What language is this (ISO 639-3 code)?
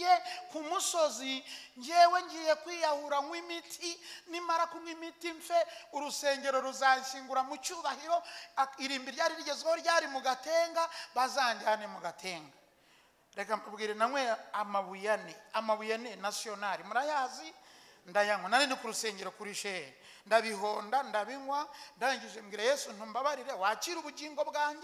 kin